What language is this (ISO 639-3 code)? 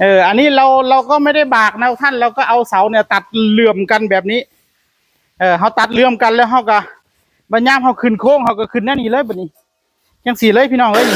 tts